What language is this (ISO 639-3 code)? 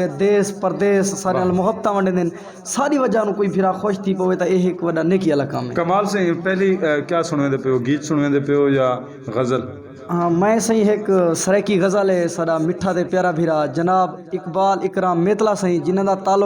skr